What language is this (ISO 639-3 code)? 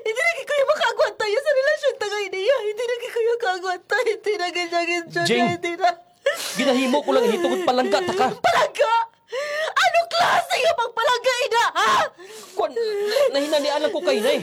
hil